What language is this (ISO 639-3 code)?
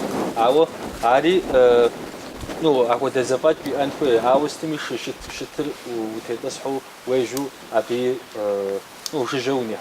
kbd